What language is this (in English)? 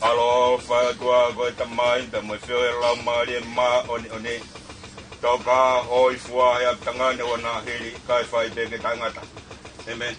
Tongan